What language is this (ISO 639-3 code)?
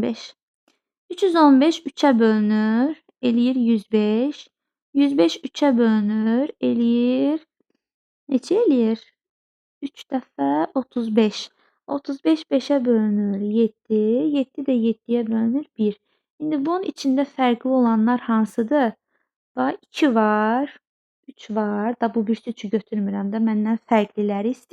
aze